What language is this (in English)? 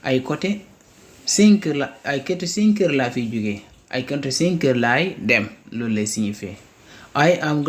Wolof